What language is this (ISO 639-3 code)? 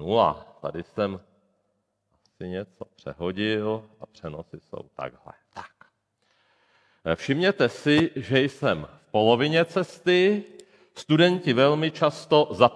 ces